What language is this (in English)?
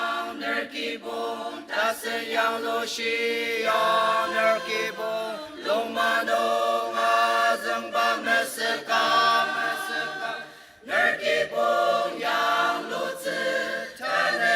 Ao Naga